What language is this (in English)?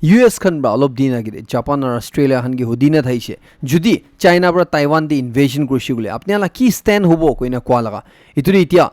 Naga Pidgin